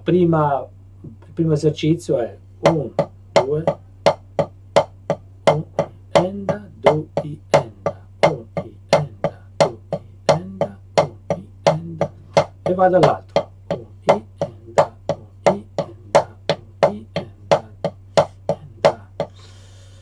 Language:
Italian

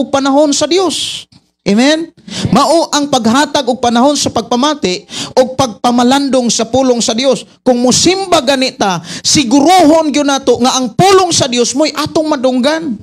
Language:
Cebuano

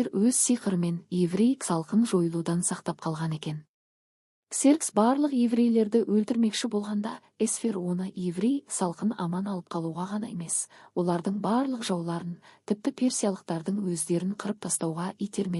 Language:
Kazakh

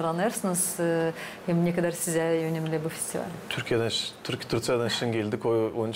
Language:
Gagauz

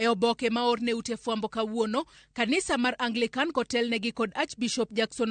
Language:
Luo (Kenya and Tanzania)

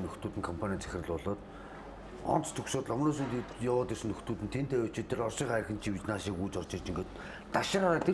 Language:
Mongolian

